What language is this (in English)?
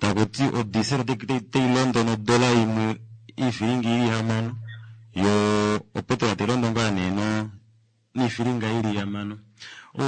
Kuanyama